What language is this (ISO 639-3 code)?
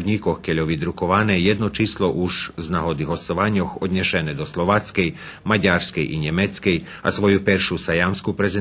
rue